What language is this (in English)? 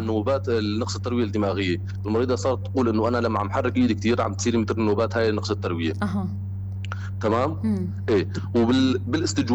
North Levantine Arabic